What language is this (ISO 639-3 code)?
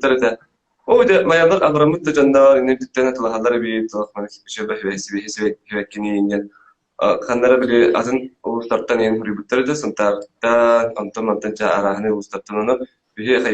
sah